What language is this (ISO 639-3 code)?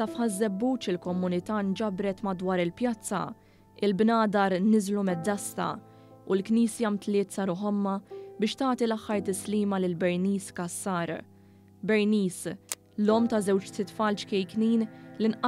mlt